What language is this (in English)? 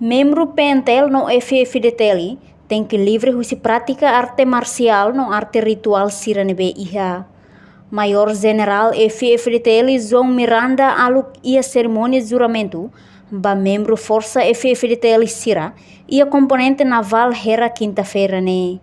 Tetum